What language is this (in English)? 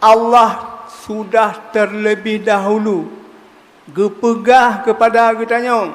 Achinese